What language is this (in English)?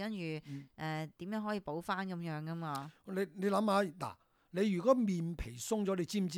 Cantonese